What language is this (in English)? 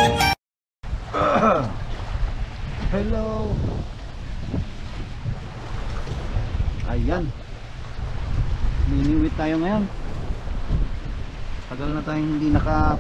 Filipino